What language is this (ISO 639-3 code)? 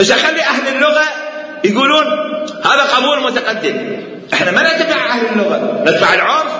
acm